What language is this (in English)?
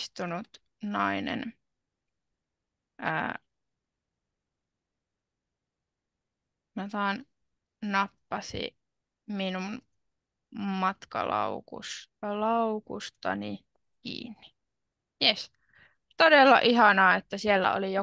Finnish